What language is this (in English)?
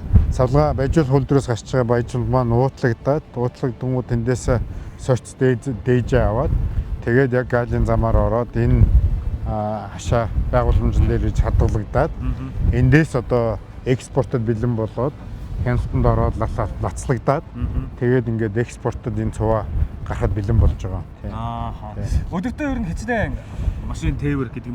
Mongolian